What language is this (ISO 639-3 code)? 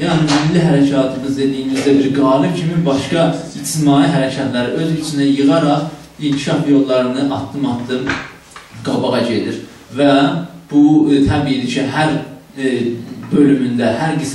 azb